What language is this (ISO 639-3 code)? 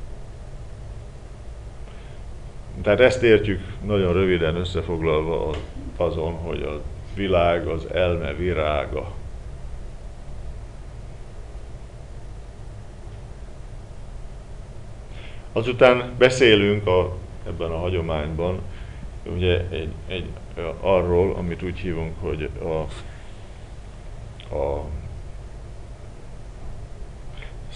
hun